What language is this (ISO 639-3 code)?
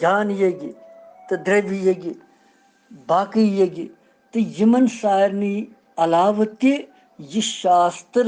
kas